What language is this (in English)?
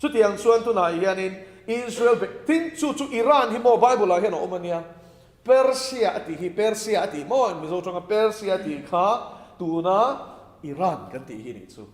Mizo